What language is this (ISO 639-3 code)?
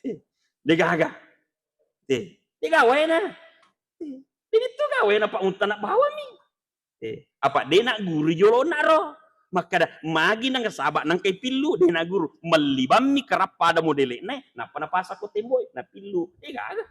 bug